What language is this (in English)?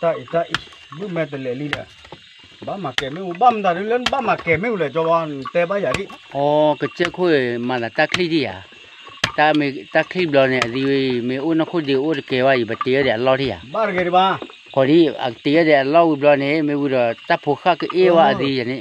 S'gaw Karen